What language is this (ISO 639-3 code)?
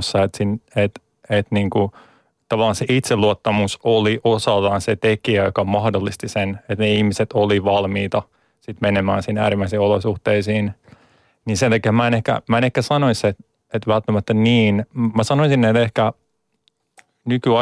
fin